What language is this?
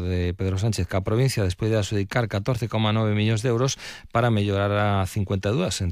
Galician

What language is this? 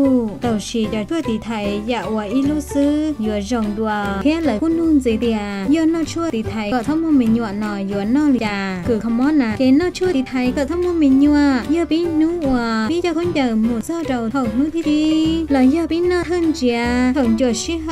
Hmong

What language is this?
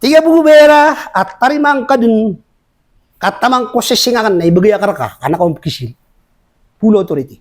Maranao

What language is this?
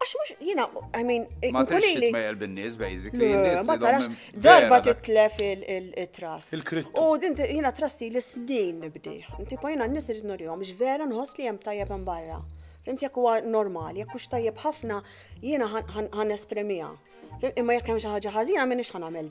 Maltese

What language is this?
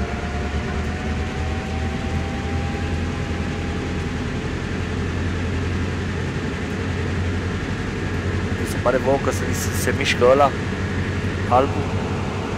Romanian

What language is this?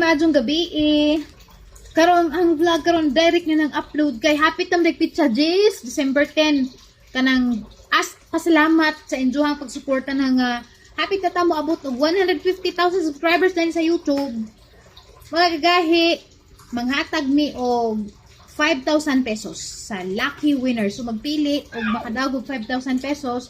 Cebuano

